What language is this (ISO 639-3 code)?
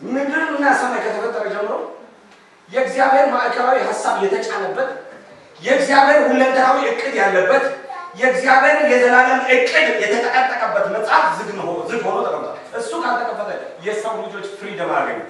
amh